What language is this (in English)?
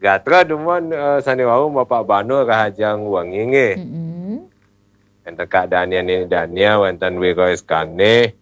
Balinese